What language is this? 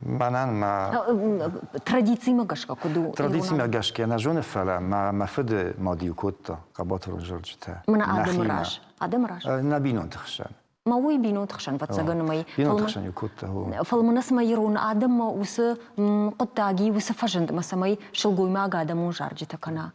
Ossetic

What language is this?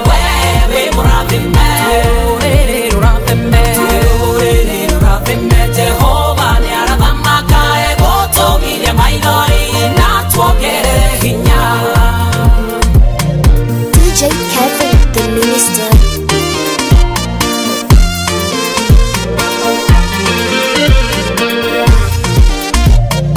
Kikuyu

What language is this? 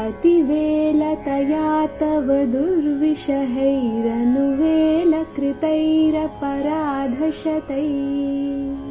Sanskrit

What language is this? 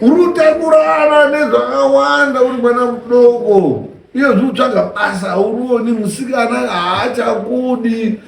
Shona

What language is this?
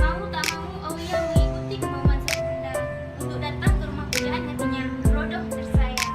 Achinese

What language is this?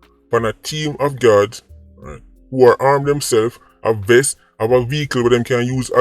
Jamaican Creole English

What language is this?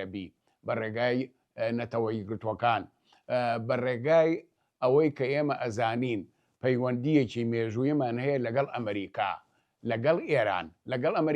Central Kurdish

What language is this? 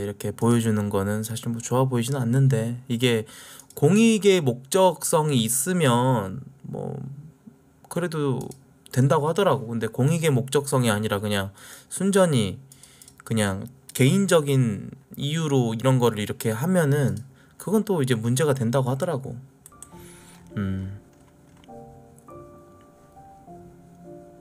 Korean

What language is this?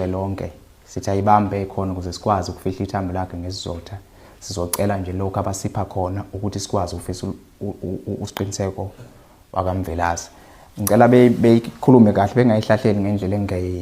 Zulu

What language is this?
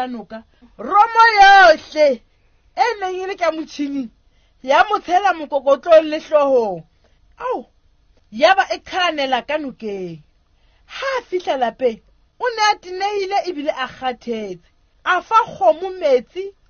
Southern Sotho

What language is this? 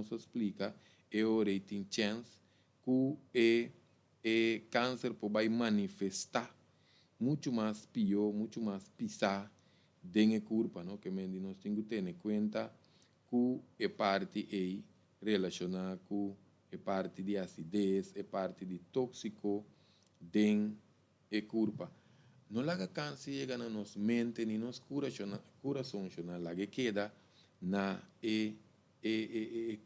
Papiamento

